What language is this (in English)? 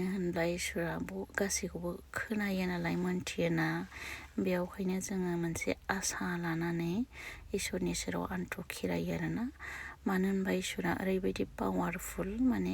Bodo